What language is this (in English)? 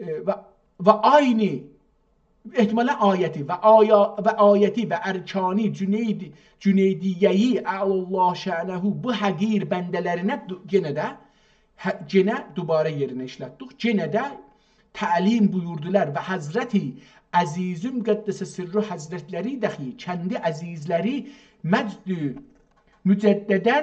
South Azerbaijani